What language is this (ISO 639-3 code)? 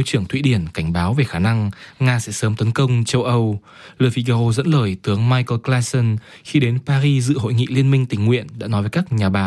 vie